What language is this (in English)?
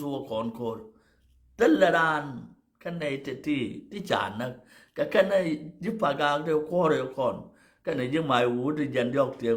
Nuer